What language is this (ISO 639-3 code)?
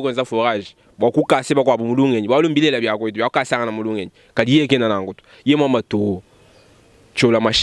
lua